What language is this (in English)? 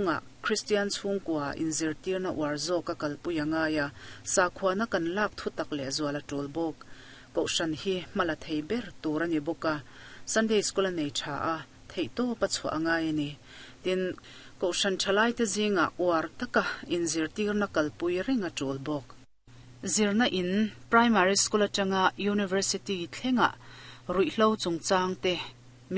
Mizo